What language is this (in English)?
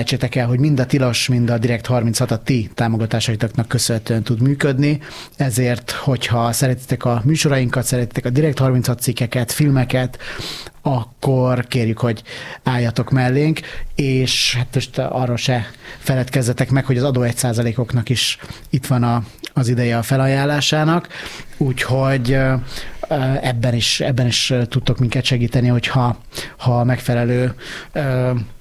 Hungarian